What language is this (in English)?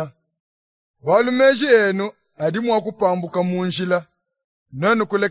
Luba-Lulua